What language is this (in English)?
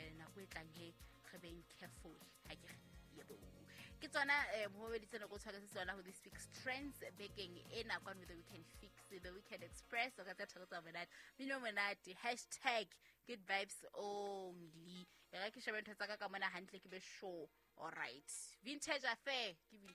Southern Sotho